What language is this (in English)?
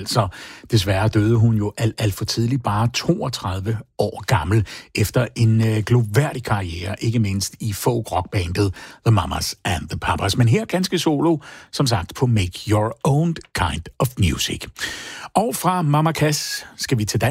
Danish